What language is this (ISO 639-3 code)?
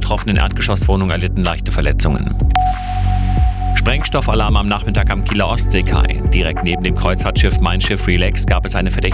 deu